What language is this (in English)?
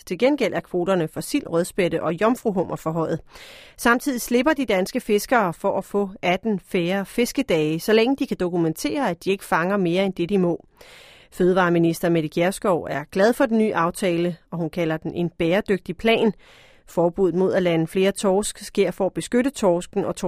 Danish